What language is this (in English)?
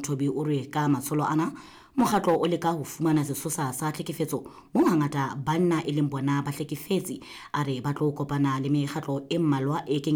Southern Sotho